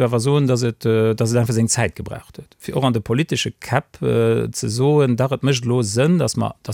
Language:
Luxembourgish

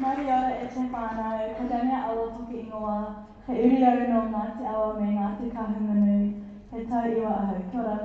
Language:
Māori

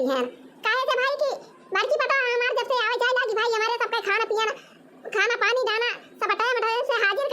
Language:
Awadhi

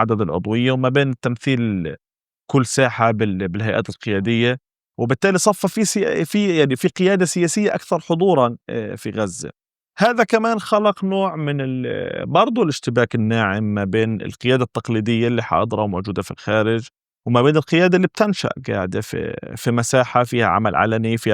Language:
North Levantine Arabic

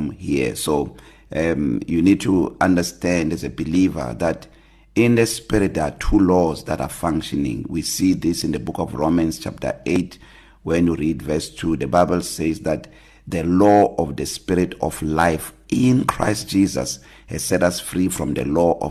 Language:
English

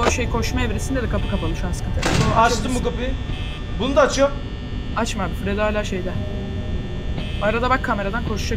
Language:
Turkish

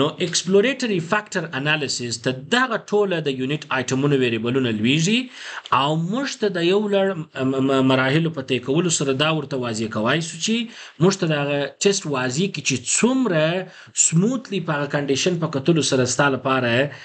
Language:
Pashto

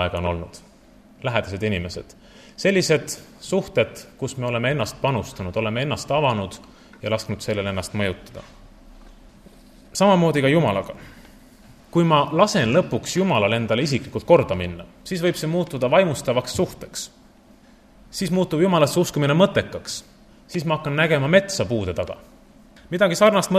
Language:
Estonian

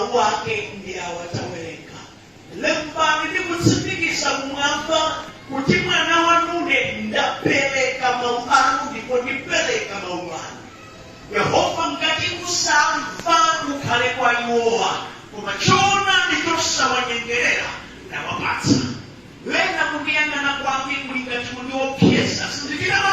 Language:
Nyanja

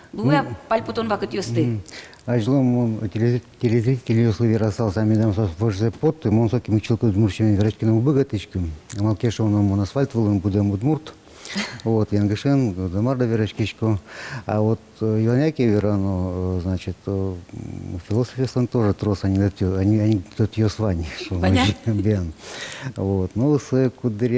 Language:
Udmurt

